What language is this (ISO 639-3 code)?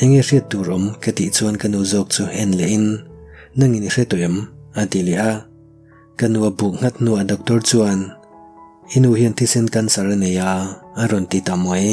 lus